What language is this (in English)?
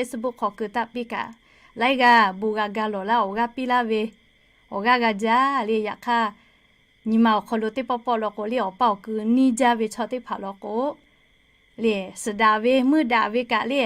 Lahu